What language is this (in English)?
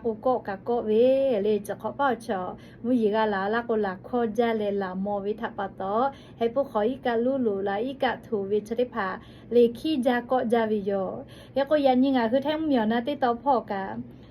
Lahu